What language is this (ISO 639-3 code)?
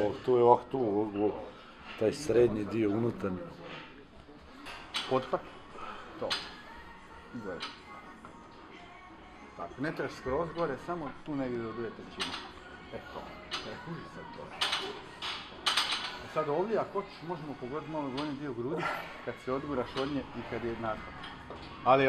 hrv